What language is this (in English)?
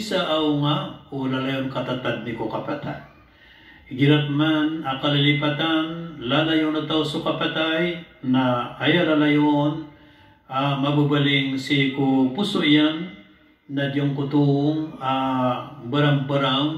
Maranao